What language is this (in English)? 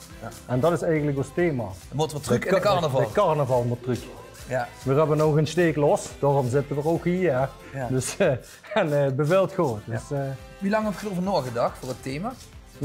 Limburgish